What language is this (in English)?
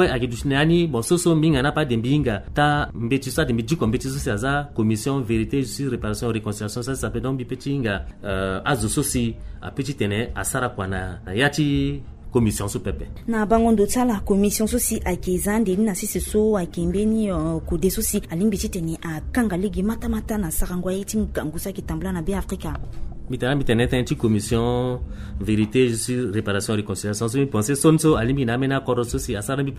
Sango